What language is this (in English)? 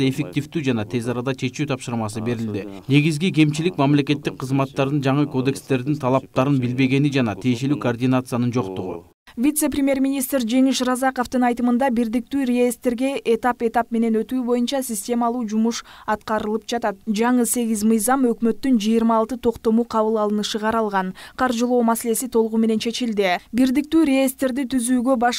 Kyrgyz